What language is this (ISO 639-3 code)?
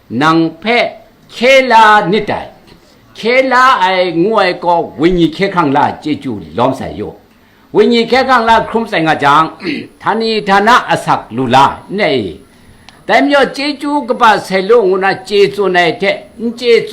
kac